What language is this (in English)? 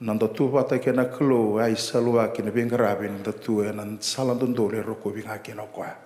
Fijian